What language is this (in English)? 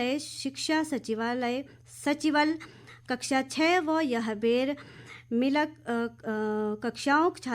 Garhwali